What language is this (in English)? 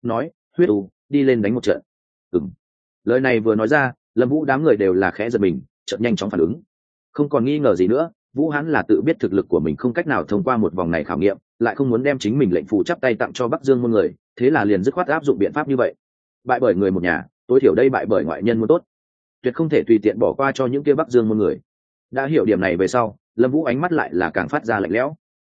Vietnamese